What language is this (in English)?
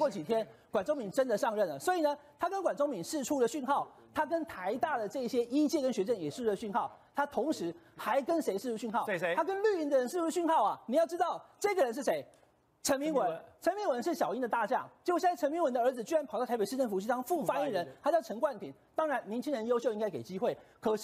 Chinese